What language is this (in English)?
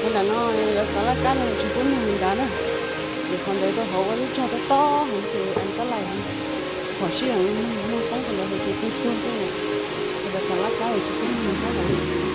Hmong